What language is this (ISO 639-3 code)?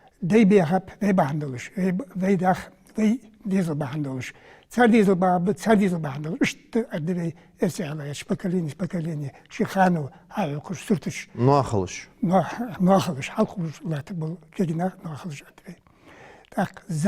inh